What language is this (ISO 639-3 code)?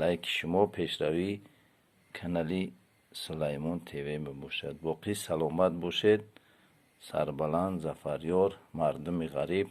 tgk